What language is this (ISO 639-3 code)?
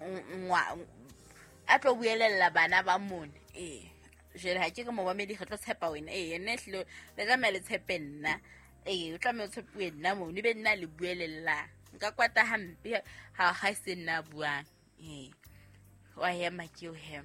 sot